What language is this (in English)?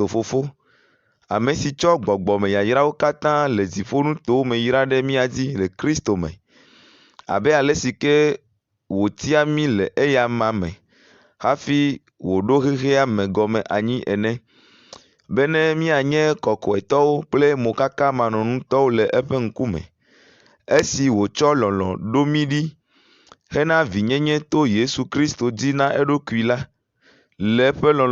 Ewe